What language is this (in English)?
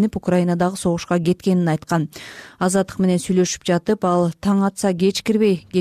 Kyrgyz